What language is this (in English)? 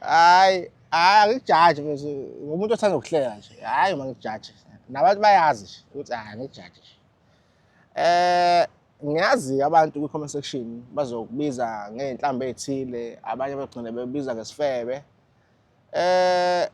Zulu